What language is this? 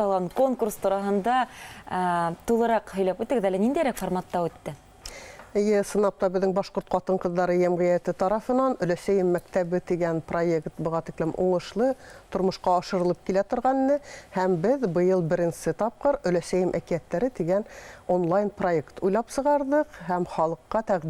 Bashkir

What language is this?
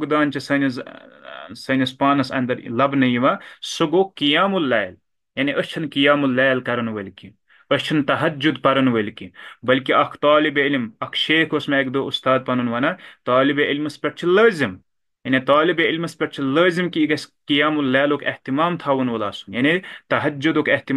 Kashmiri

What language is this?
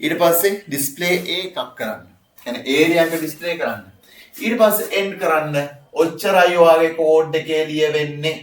Sinhala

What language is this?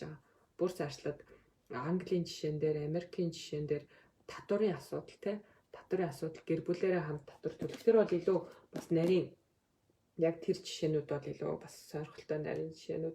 Mongolian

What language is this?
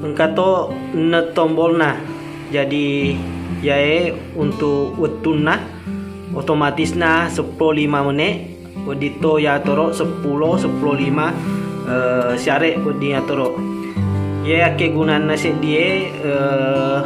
Buginese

